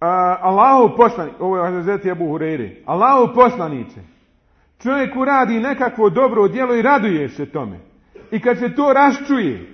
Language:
Bosnian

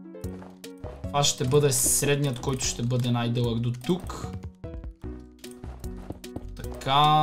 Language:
Bulgarian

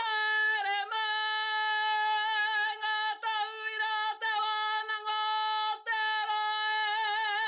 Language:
Māori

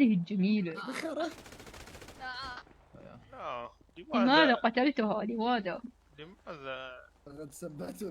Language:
Mesopotamian Arabic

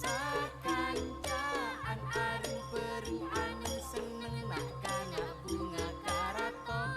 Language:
Madurese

